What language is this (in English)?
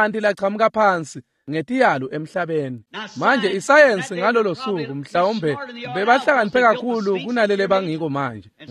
Swati